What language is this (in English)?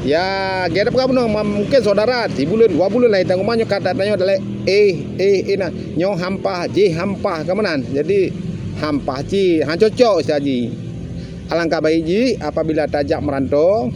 Achinese